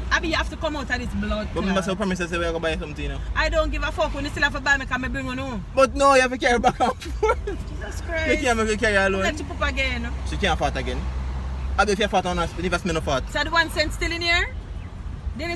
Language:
Jamaican Creole English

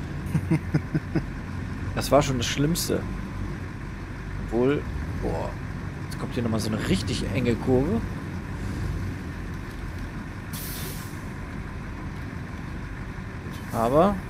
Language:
German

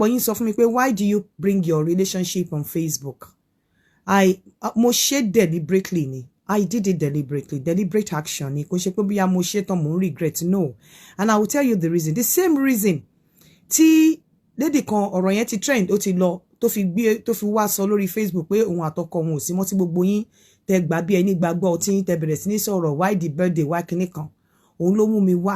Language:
Yoruba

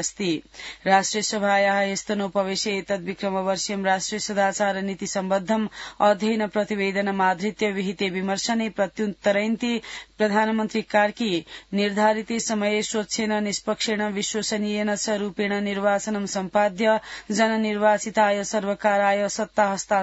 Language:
Sanskrit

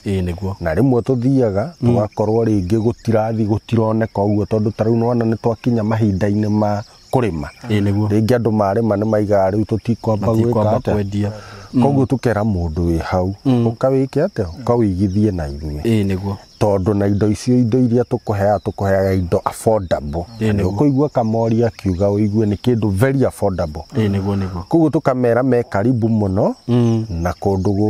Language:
Kikuyu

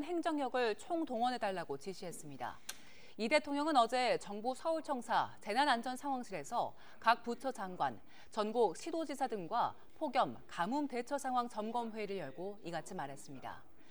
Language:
Korean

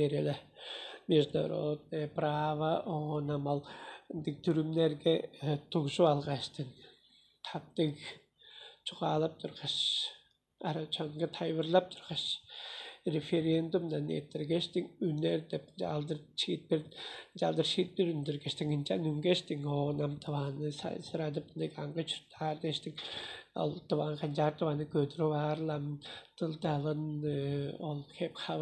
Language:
Tuvinian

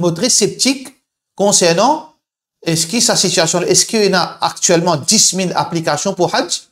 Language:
Morisyen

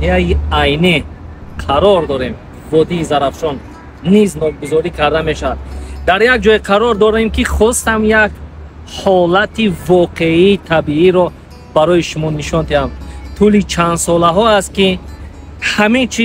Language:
Tajik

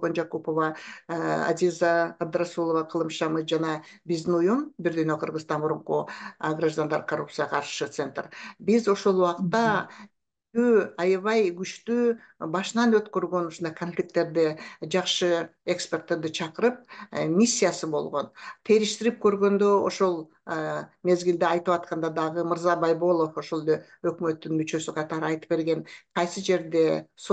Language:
Kyrgyz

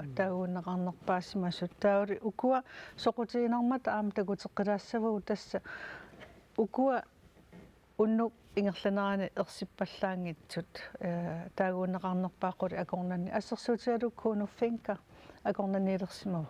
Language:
Kalaallisut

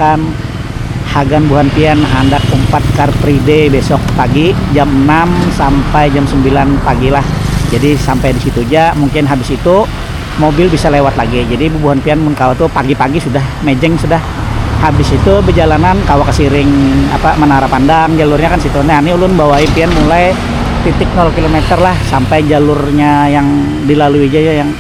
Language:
Banjar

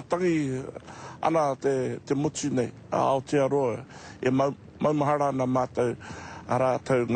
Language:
Māori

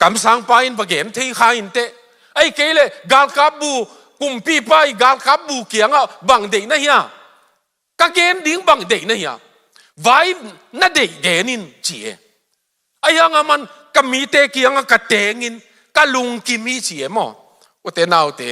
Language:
Tedim Chin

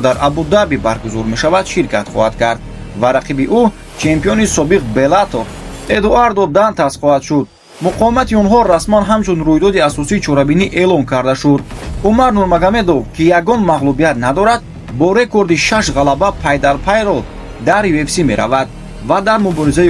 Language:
Tajik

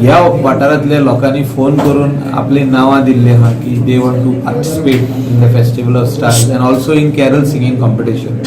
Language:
Konkani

